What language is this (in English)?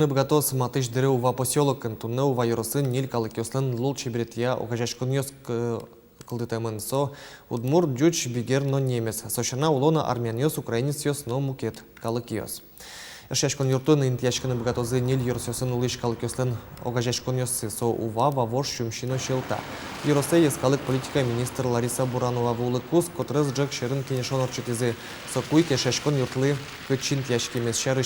Udmurt